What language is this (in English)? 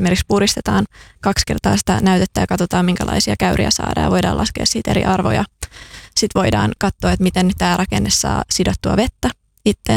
Finnish